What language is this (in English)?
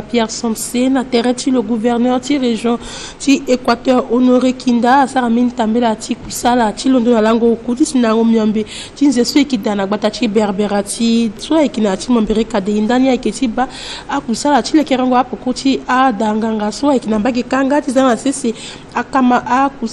Sango